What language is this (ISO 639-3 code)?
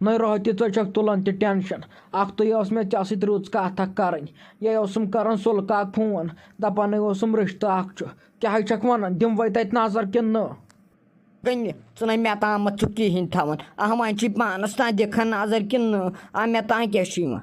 kas